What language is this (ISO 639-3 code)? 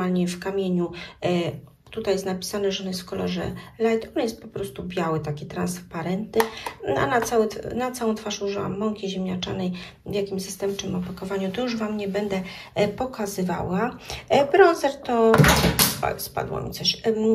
pol